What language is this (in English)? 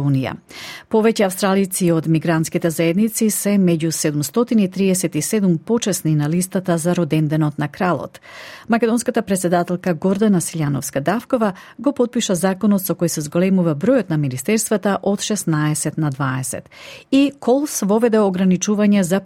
Macedonian